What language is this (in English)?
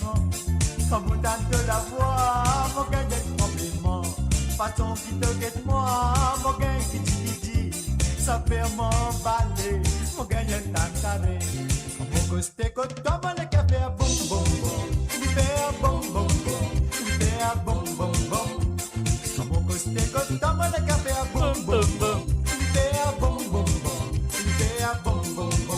Morisyen